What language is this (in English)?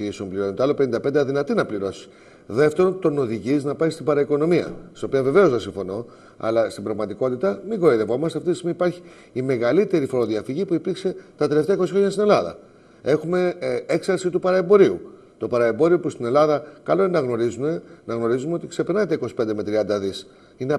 Greek